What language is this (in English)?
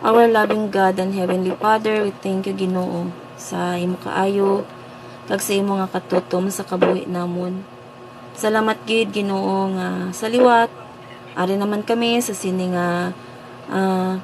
Hiligaynon